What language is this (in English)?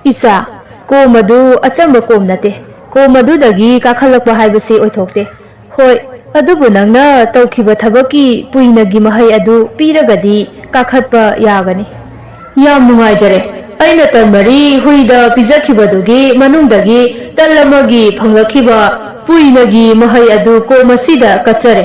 Manipuri